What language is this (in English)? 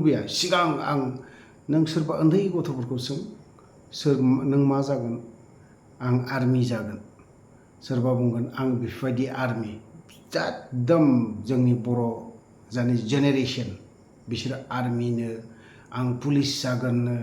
Bodo